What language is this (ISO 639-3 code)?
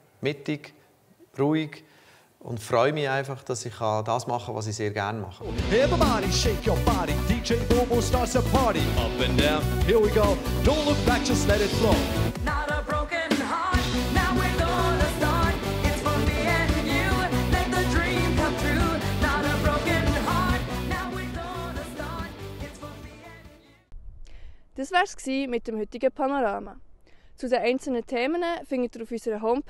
gsw